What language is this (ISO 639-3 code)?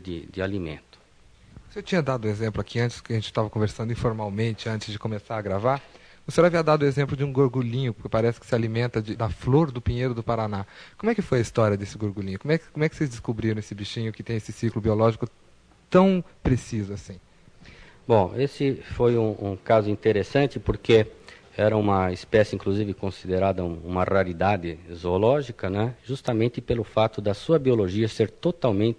por